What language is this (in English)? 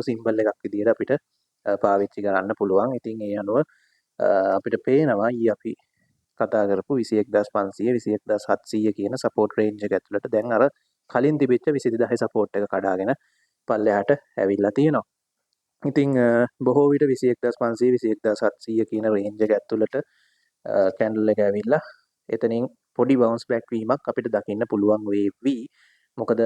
Sinhala